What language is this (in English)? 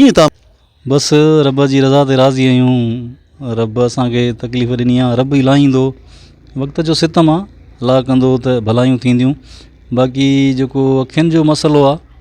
Sindhi